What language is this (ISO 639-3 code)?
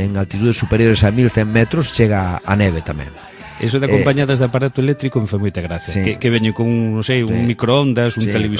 glg